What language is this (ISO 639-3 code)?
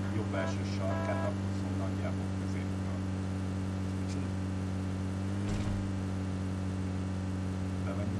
hun